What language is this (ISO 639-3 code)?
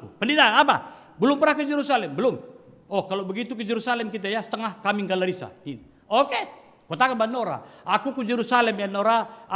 btx